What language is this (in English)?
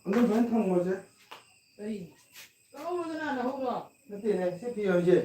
Manipuri